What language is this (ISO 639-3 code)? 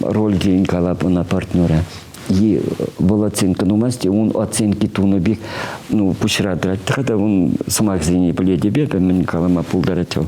chv